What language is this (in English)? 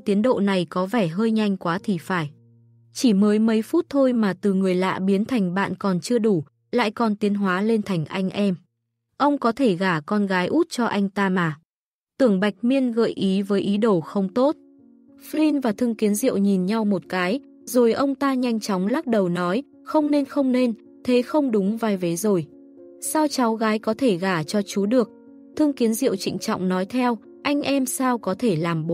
Vietnamese